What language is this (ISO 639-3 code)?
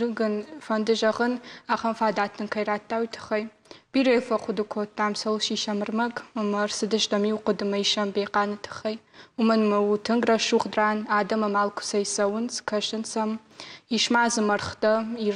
oss